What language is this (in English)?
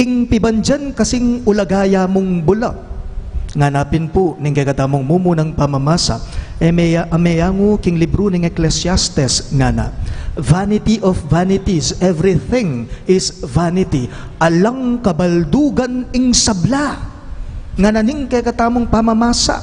Pampanga